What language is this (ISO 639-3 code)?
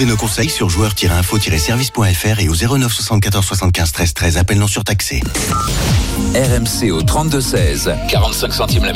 fra